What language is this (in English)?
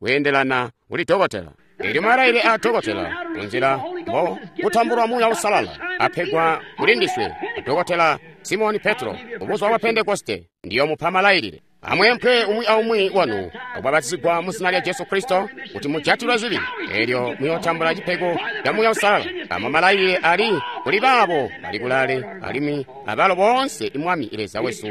Tonga (Zambia)